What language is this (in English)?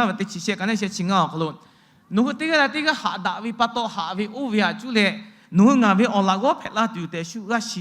Lahu